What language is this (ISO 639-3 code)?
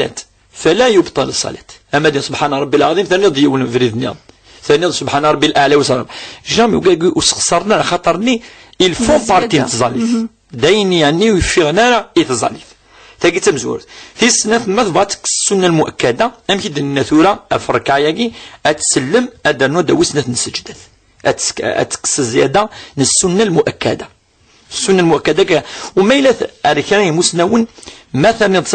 kab